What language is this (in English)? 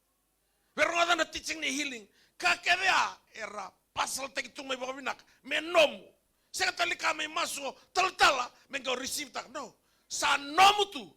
Fijian